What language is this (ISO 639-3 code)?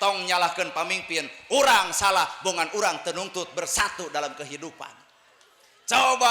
sun